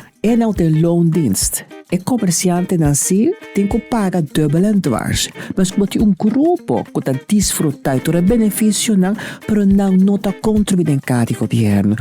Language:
Papiamento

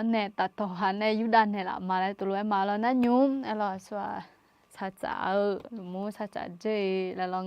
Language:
Akha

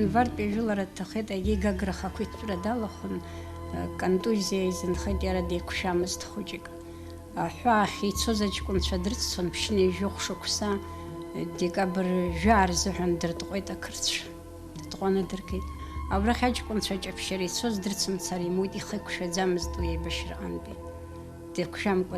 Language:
Abkhazian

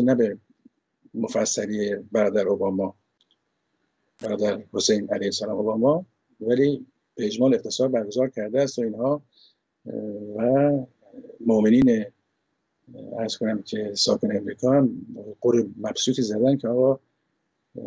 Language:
Persian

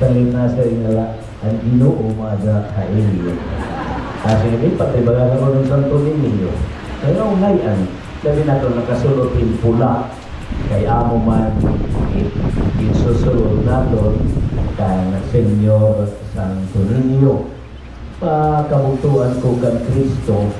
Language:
Waray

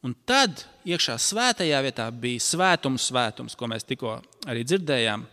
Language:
Latvian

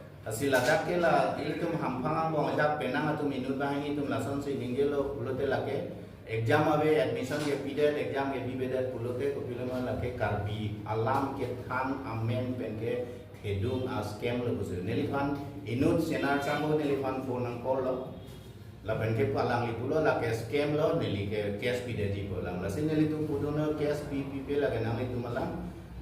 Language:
Karbi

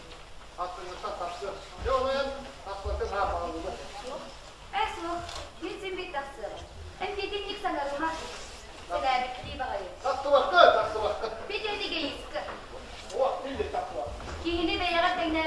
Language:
Yakut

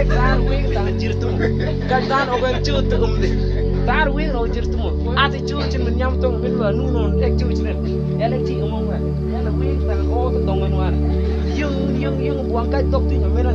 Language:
Mabaan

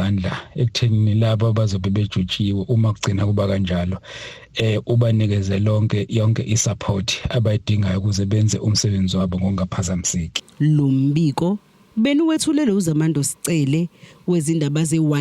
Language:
Zulu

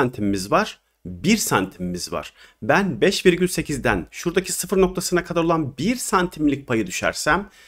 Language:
Turkish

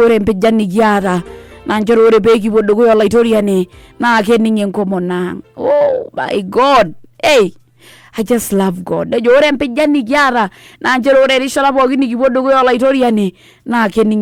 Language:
Masai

